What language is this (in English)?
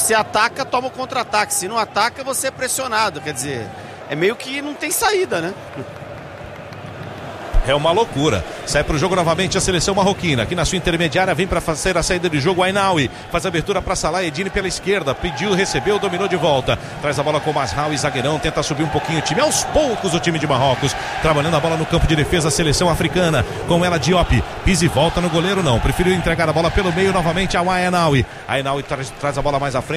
Portuguese